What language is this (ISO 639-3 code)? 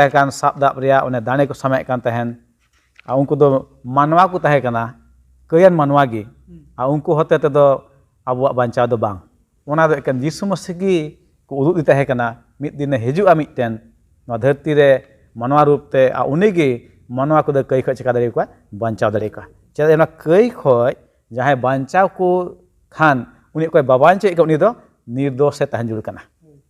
sat